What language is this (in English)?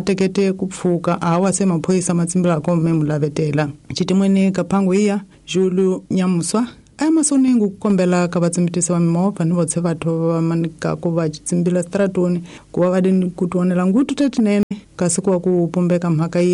Tsonga